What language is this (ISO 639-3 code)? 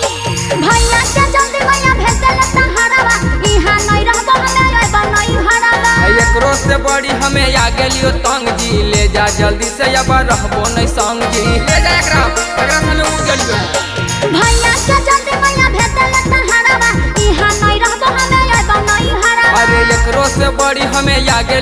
mag